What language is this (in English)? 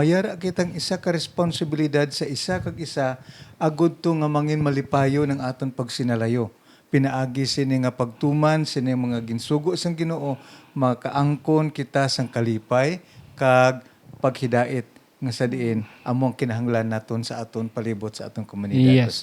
Hiligaynon